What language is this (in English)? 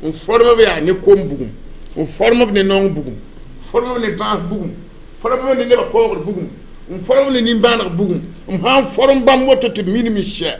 Mossi